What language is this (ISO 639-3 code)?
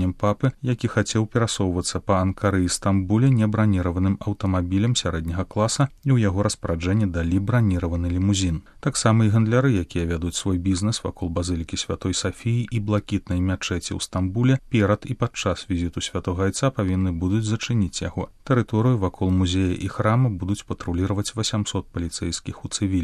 bel